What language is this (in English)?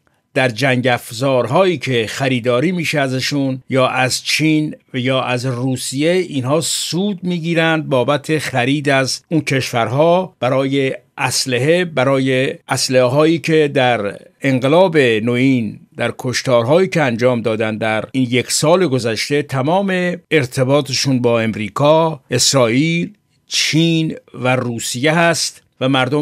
Persian